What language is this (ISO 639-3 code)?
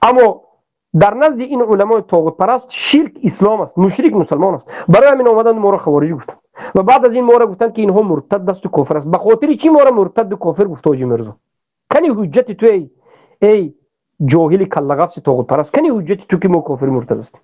tgk